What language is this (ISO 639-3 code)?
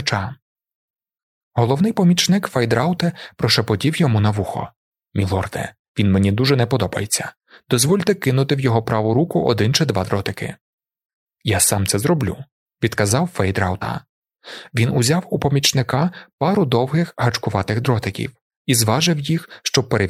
ukr